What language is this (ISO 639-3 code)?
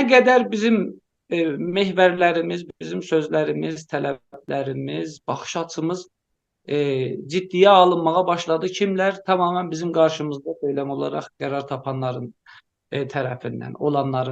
azb